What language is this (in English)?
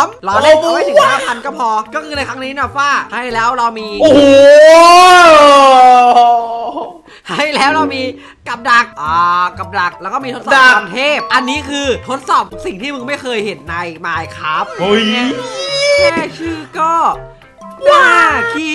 Thai